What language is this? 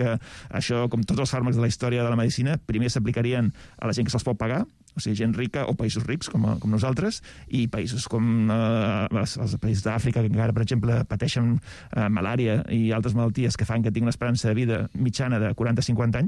Catalan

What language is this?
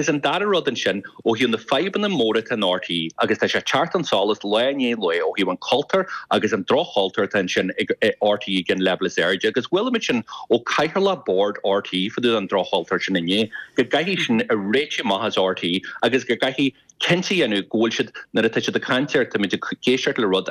Irish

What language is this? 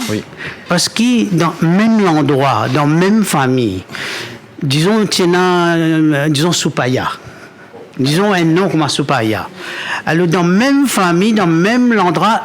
Morisyen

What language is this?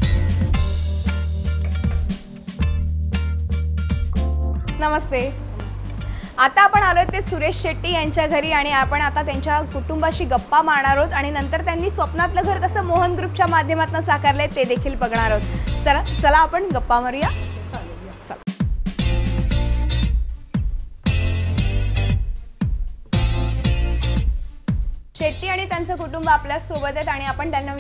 Marathi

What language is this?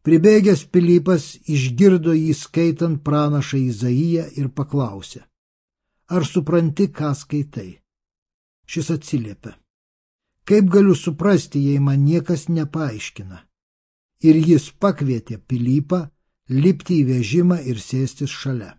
Lithuanian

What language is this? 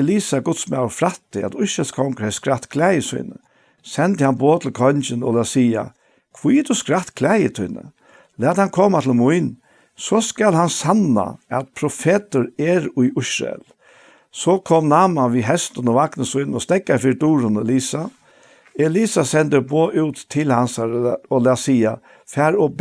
Faroese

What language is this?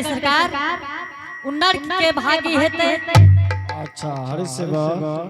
Angika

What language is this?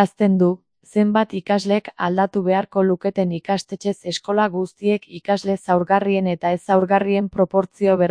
Basque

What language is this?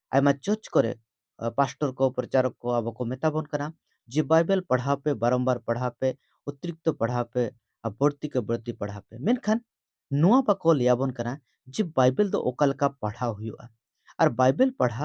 Santali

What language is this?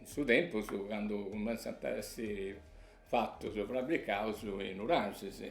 Sardinian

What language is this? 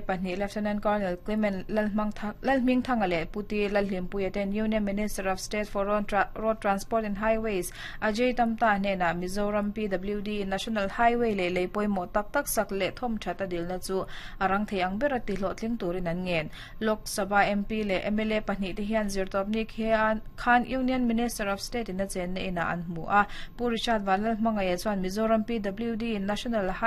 Mizo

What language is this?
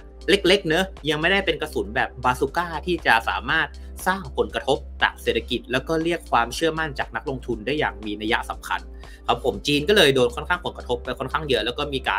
Thai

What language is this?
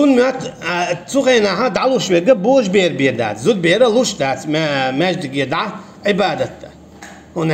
Chechen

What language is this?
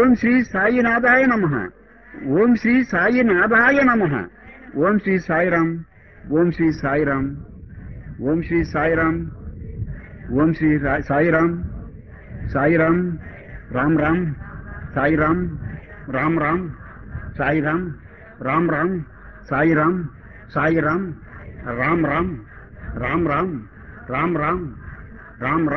Telugu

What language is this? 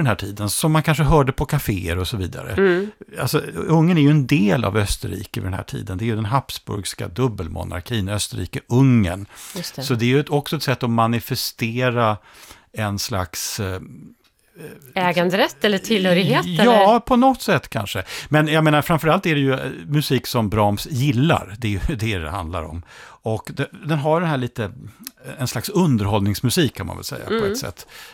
Swedish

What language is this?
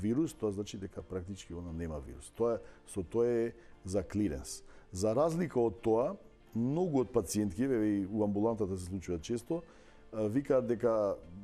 Macedonian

